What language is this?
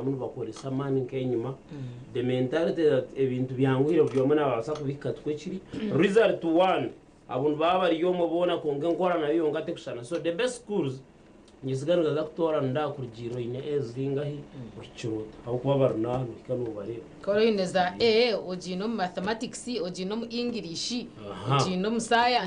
Nyankole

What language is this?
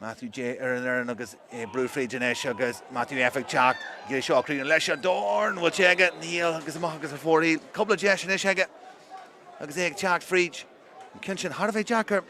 Irish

